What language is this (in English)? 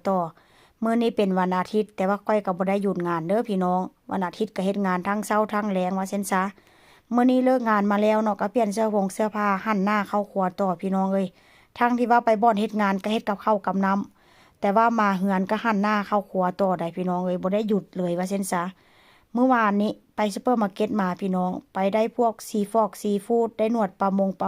Northeastern Thai